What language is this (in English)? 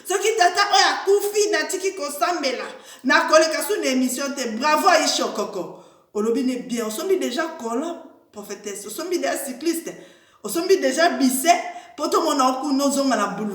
Lingala